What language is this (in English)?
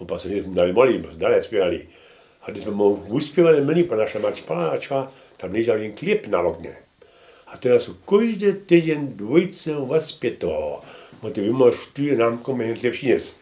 Upper Sorbian